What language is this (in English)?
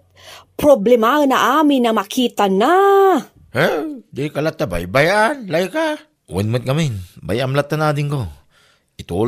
Iloko